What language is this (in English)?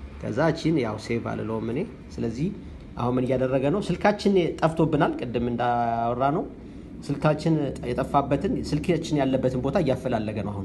Amharic